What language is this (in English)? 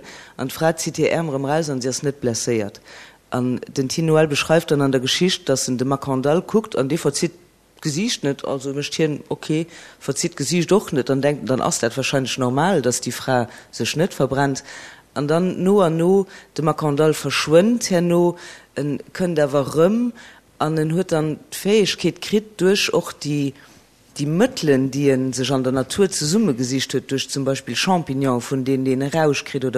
Luxembourgish